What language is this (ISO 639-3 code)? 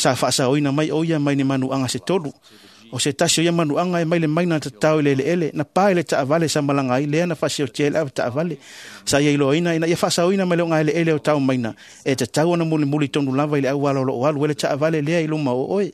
smo